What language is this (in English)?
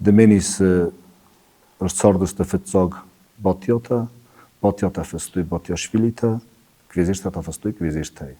Ossetic